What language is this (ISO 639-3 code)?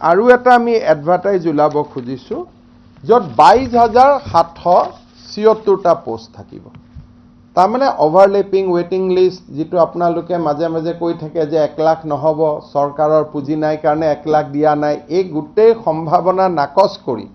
asm